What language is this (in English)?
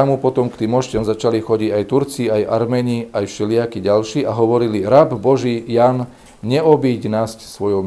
Slovak